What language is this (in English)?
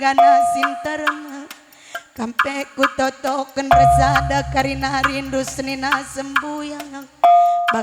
Batak Karo